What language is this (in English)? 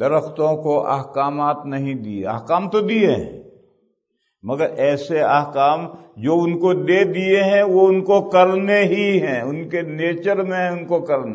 Urdu